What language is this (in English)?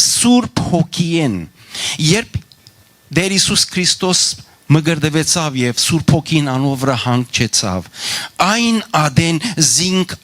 Western Armenian